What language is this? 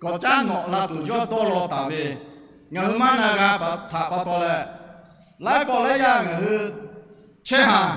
Lahu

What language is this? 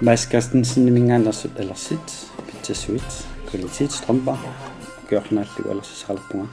Kalaallisut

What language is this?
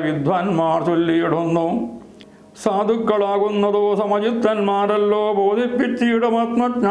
Malayalam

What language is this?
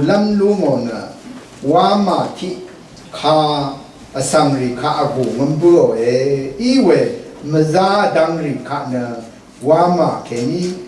Rawang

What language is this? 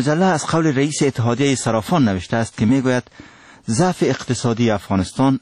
Persian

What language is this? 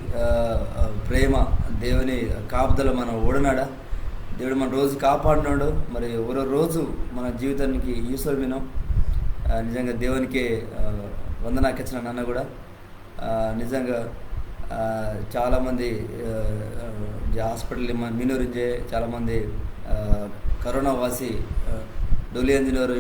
Koya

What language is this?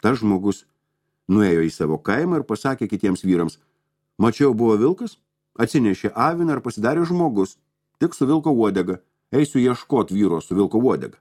Lithuanian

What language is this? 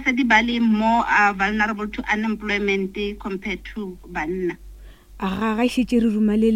Northern Sotho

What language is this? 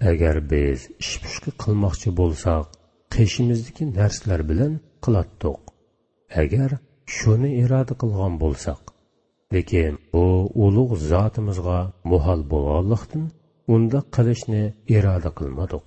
Uyghur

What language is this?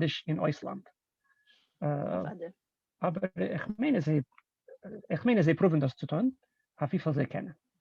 Yiddish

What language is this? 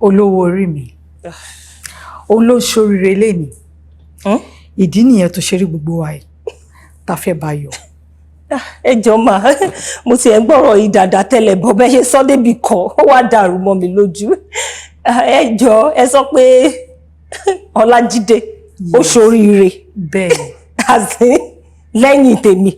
Yoruba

